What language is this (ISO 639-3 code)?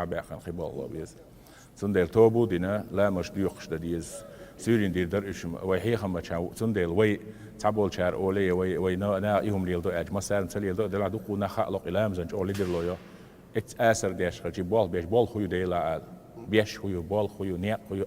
che